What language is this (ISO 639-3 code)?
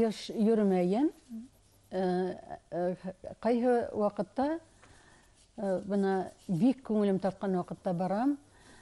bak